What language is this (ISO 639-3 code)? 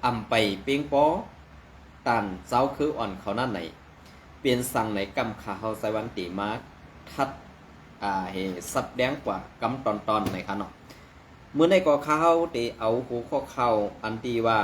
shn